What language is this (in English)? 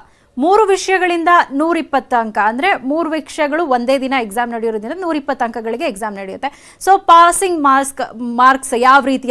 Kannada